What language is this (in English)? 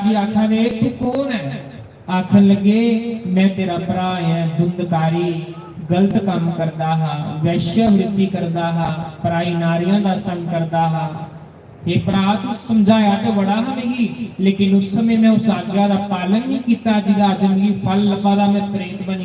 Dogri